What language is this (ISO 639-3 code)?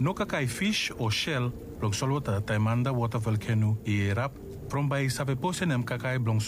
bis